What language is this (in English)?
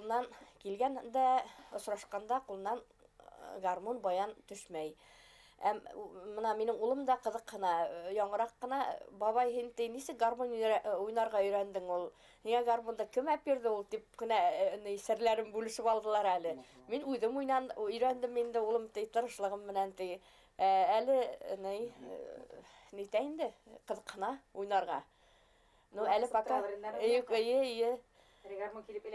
Bashkir